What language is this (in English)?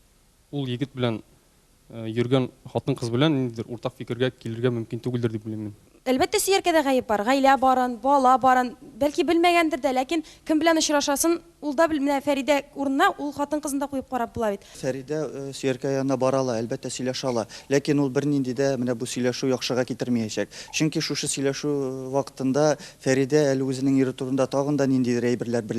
Tatar